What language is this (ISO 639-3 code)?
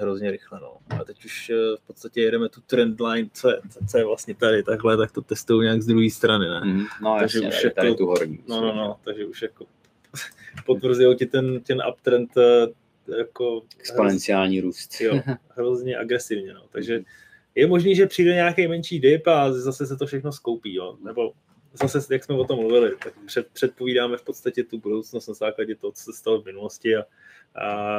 ces